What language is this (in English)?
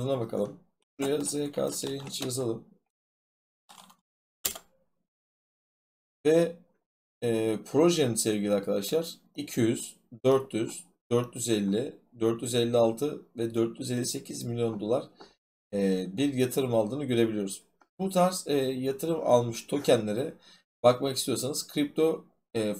Turkish